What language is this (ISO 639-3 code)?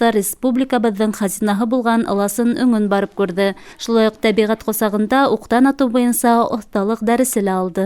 bak